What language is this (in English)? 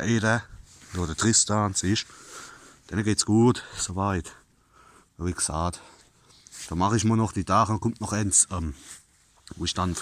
Palatine German